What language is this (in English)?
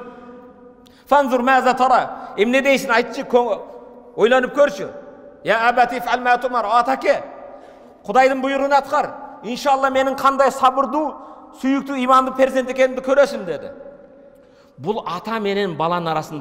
Kyrgyz